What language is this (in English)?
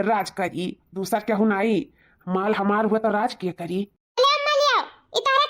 Awadhi